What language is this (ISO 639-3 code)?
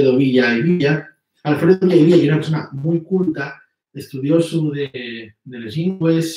ast